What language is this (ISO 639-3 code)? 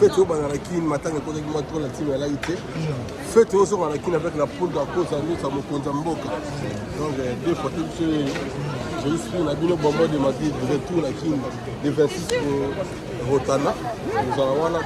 lin